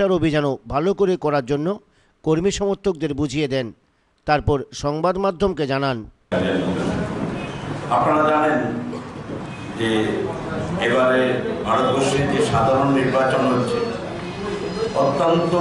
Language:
Bangla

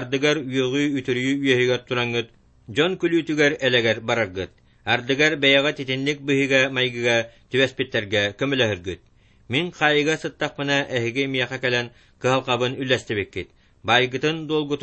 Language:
Yakut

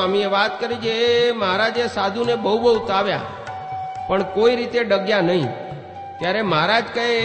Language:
Gujarati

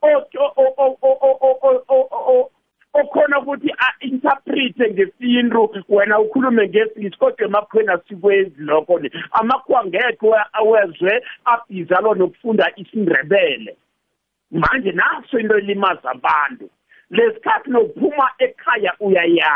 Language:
South Ndebele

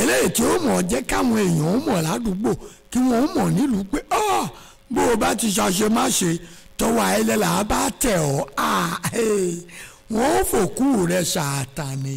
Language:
Yoruba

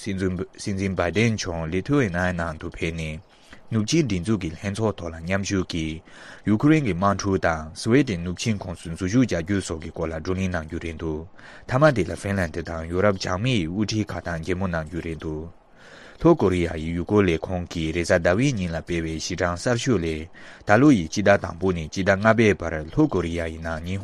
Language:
Tibetan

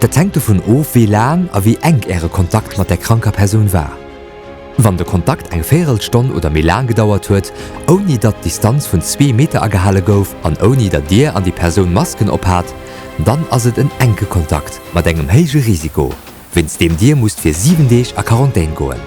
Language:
Luxembourgish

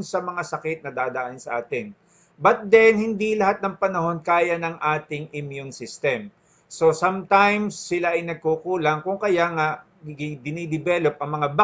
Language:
Filipino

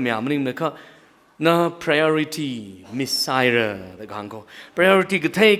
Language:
Tangkhul Naga (India)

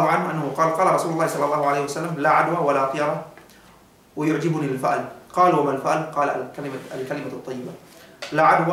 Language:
Yakan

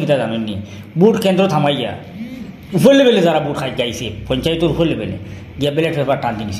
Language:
Sylheti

